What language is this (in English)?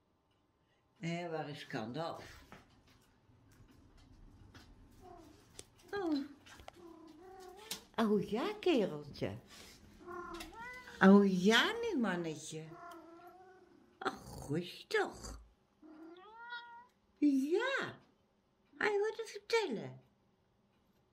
Dutch